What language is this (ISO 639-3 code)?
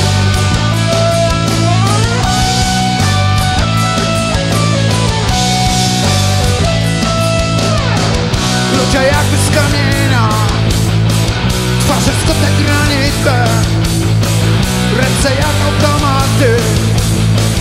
pol